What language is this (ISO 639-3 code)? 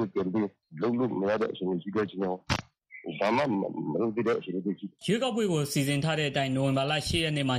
mya